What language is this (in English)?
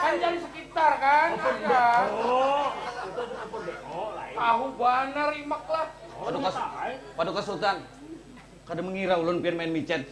Banjar